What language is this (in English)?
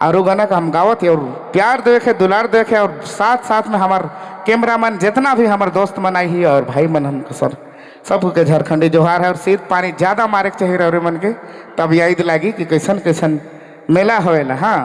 Sadri